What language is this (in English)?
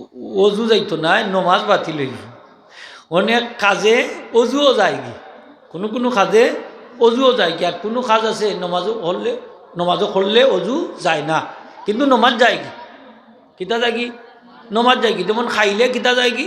Sylheti